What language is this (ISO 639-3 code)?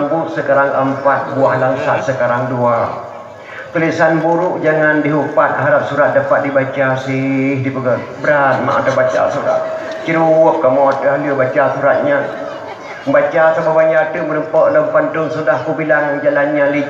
ace